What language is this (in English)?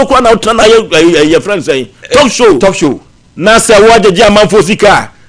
Akan